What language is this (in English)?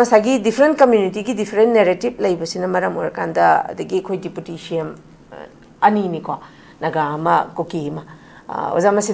Manipuri